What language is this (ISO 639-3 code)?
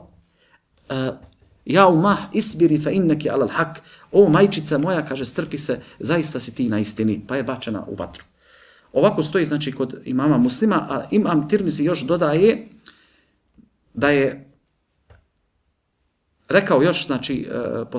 bos